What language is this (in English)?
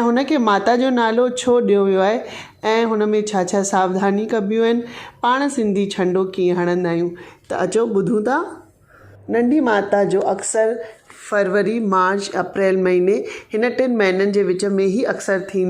Sindhi